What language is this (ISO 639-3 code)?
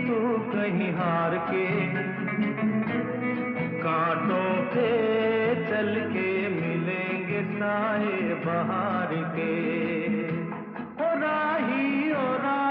hin